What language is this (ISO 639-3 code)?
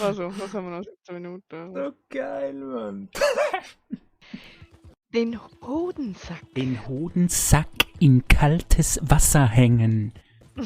gsw